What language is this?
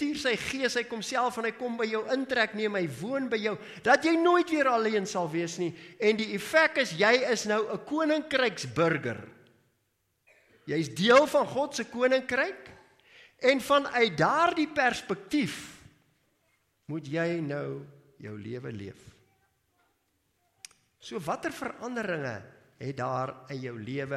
Afrikaans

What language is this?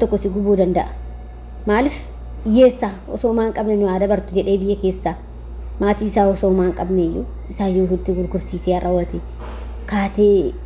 Oromo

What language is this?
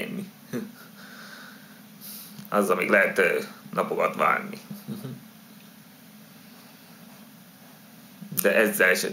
Hungarian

